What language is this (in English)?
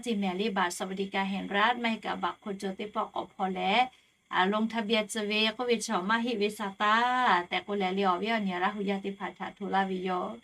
Lahu